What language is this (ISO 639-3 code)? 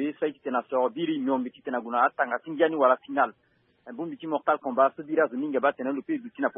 sag